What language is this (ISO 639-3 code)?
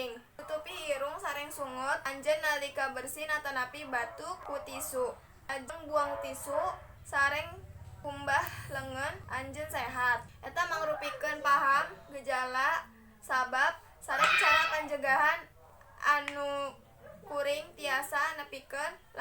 sun